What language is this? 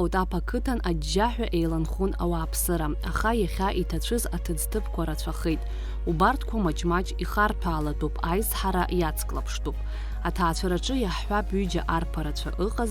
Abkhazian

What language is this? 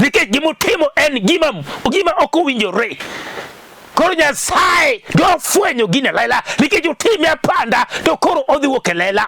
Luo (Kenya and Tanzania)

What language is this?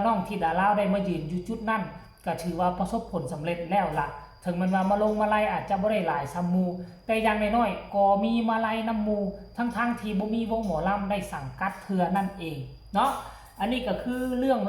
Northeastern Thai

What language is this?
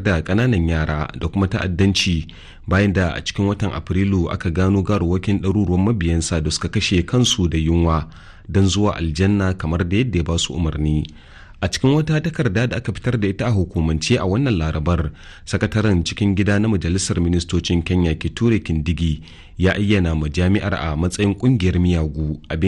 Hausa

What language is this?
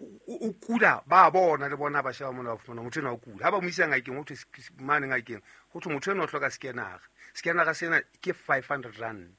Southern Sotho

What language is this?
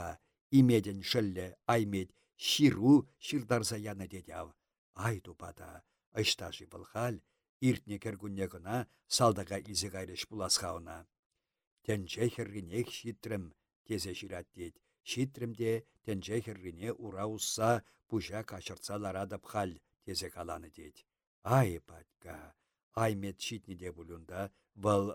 Chuvash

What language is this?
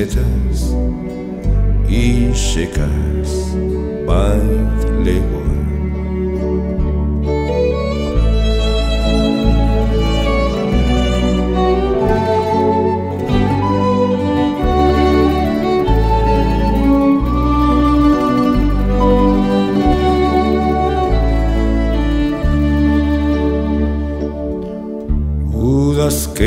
Basque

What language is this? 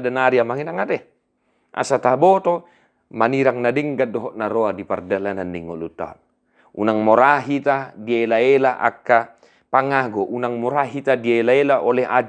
Batak Toba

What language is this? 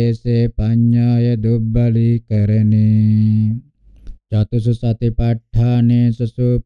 Pali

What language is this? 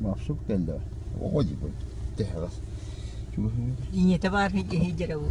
Yakut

